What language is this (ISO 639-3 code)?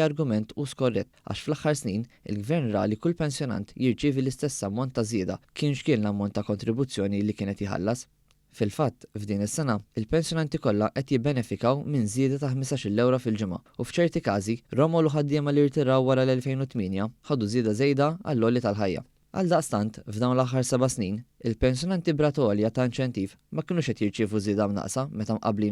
mlt